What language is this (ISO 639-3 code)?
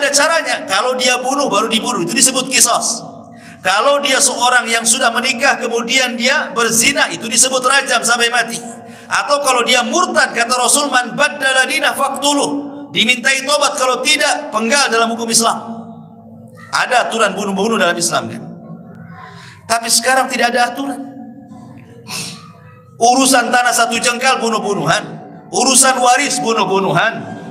ind